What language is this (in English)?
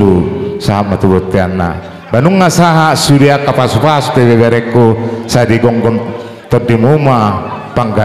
Batak Toba